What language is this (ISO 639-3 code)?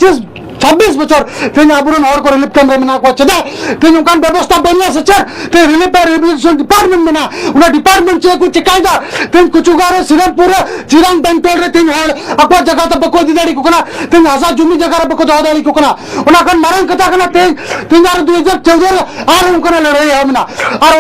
sat